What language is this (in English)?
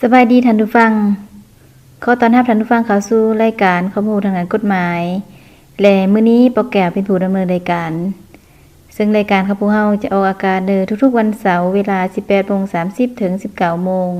Lao